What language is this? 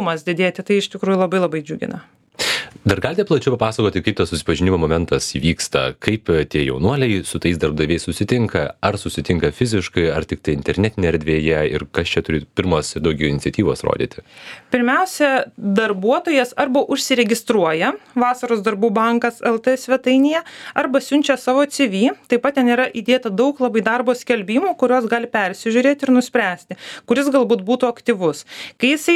Lithuanian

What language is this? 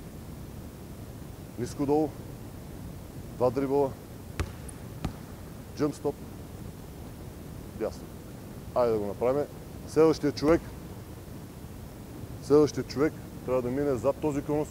Bulgarian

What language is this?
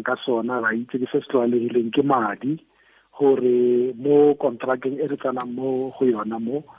Tswana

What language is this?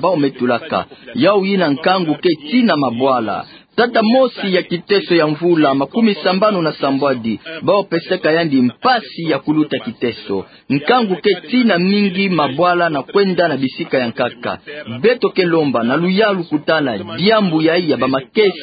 Kituba (Democratic Republic of Congo)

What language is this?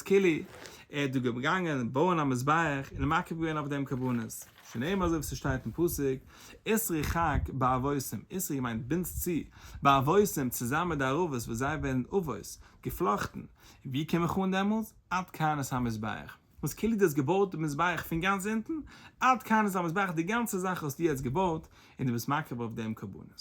Yiddish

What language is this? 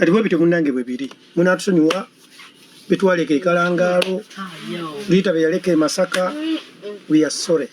Ganda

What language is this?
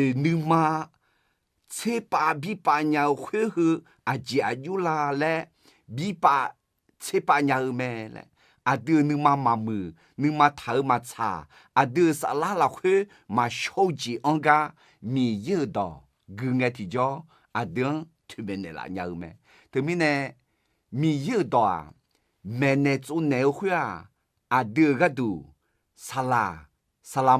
Akha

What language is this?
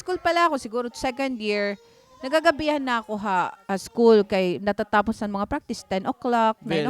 Waray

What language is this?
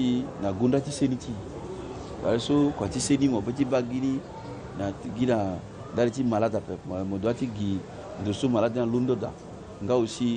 Sango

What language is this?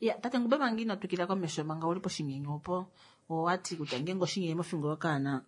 Kuanyama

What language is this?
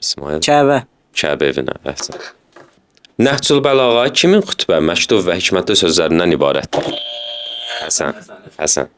Azerbaijani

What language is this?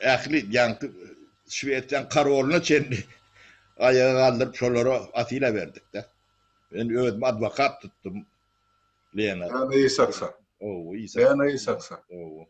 Turkmen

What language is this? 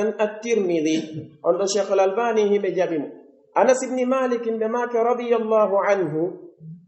Pular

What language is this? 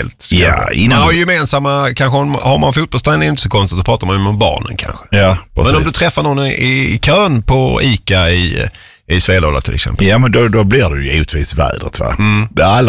Swedish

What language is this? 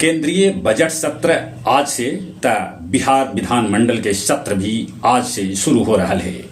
Magahi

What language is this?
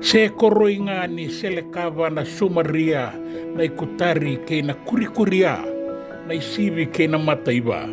Fijian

